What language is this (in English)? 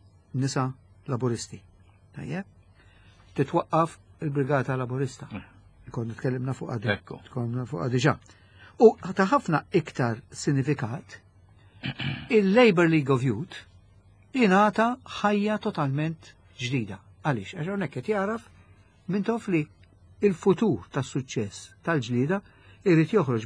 Maltese